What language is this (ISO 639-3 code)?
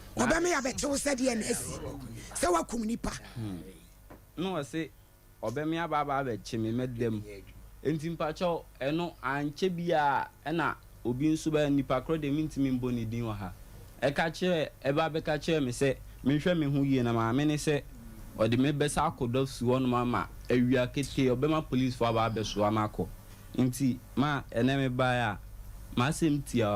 aka